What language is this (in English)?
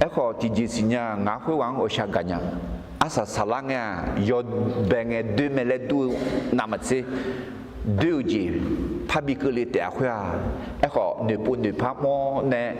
Akha